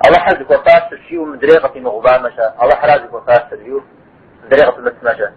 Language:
Kabardian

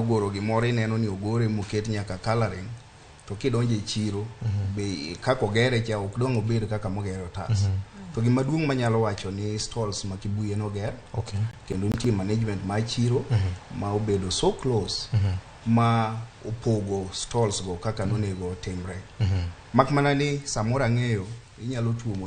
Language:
Luo (Kenya and Tanzania)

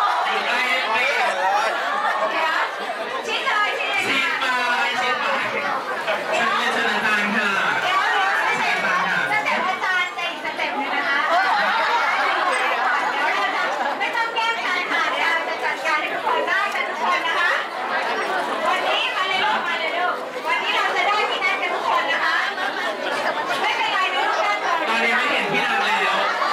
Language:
Thai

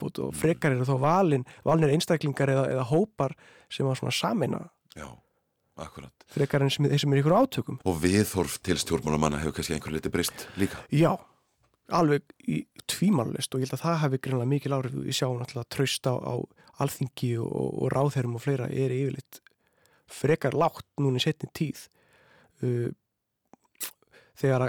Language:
Icelandic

